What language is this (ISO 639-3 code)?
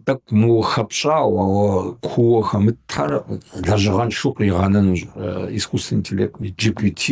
kbd